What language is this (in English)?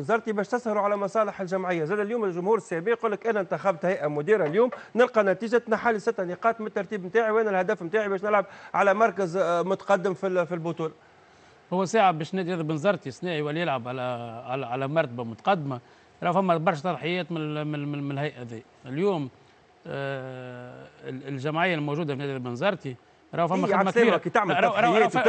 Tunisian Arabic